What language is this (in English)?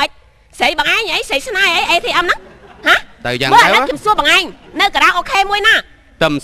Khmer